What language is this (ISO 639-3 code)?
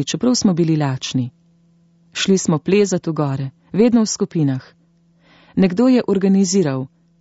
slv